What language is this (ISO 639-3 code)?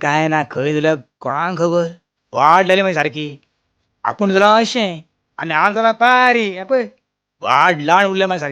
kok